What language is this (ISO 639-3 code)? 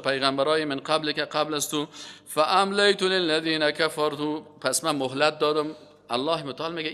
fas